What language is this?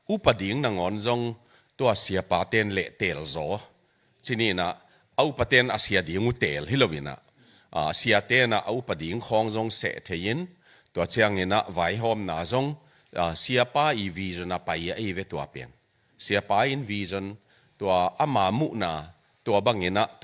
Tedim Chin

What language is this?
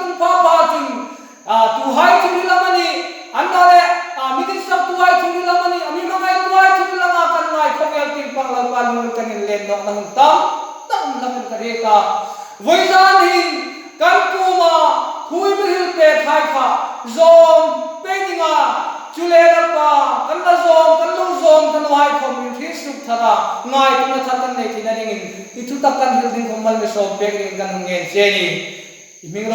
Hmar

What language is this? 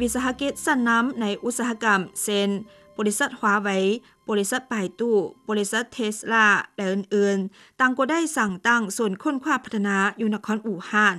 Lao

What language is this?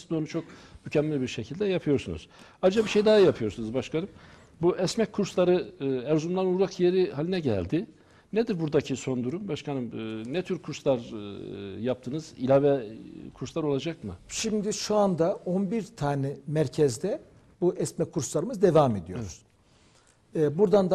Turkish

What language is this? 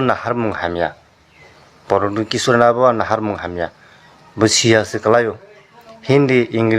Kok Borok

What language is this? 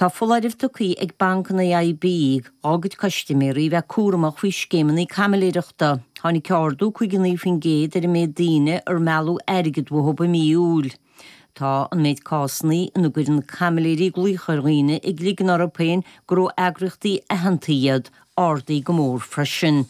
Irish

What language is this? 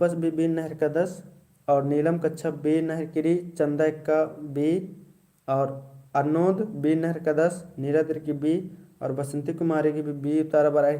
Kurukh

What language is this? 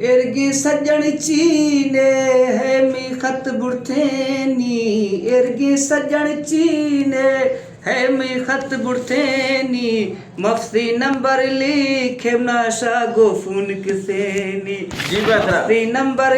Eastern Balochi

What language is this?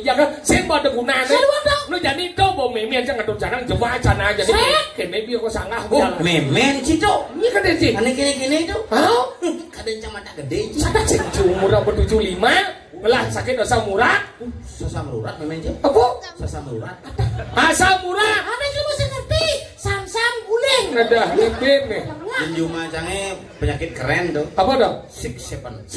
Balinese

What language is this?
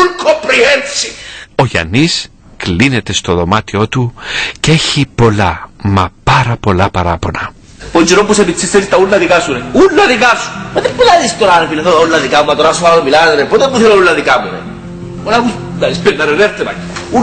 Greek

